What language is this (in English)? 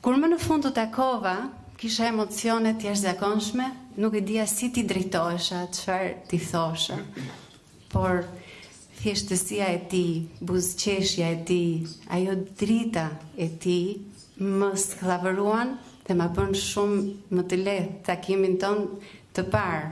Albanian